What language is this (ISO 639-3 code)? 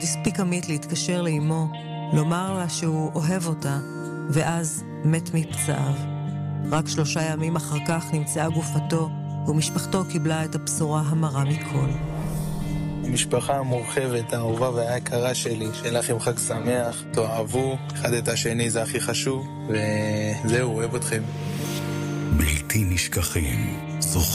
heb